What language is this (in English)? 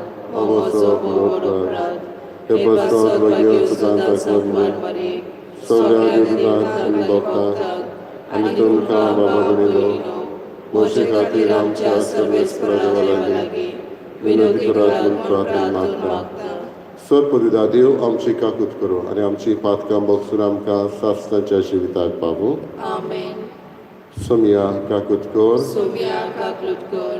Konkani